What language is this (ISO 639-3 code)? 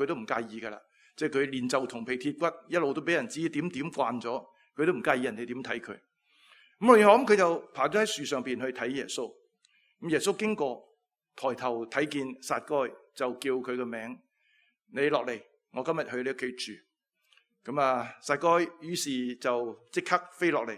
yue